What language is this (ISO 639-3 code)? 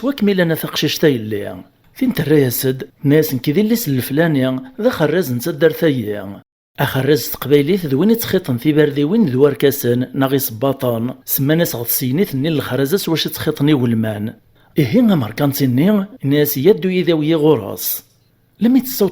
kab